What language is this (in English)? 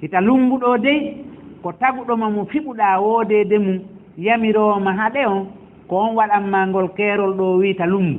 Fula